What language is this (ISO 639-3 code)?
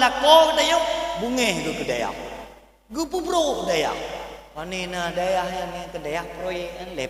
ace